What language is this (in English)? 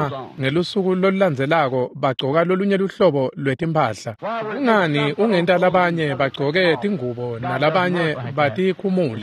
Swati